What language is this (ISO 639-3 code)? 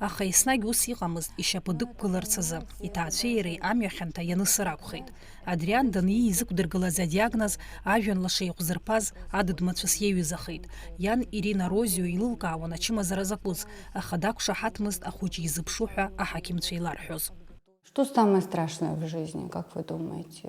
abk